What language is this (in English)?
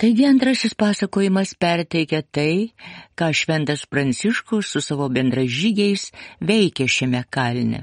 Lithuanian